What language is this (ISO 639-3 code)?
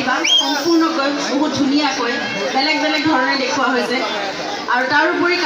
asm